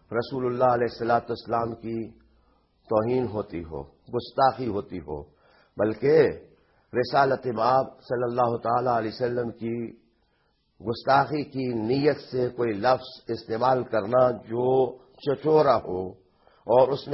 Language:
Urdu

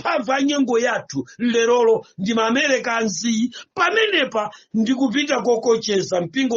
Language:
Nyanja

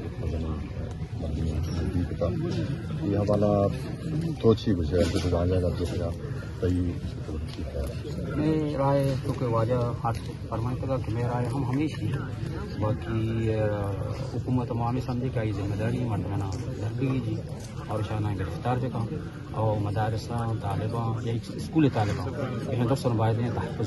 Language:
Eastern Balochi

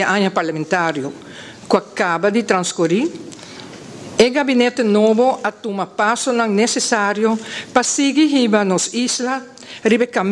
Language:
Papiamento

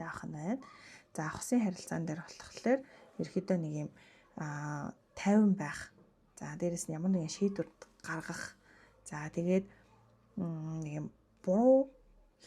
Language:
Mongolian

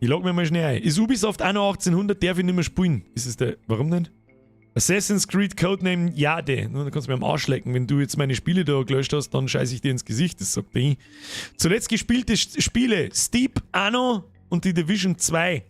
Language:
Bavarian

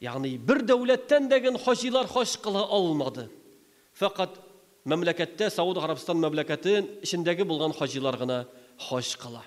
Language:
Tatar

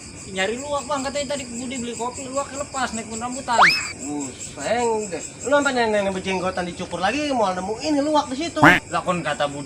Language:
Betawi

